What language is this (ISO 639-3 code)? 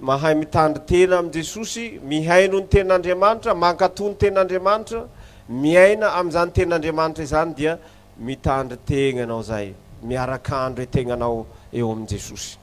mlg